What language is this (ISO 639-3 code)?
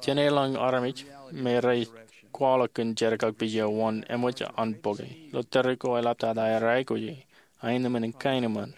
mah